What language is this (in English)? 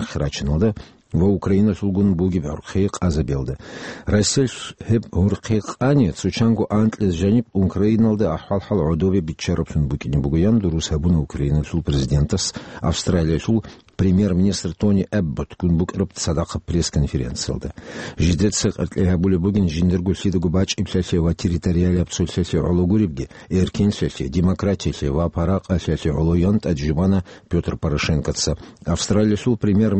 Avaric